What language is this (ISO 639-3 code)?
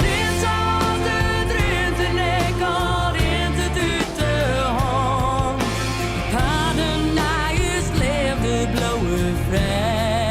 fry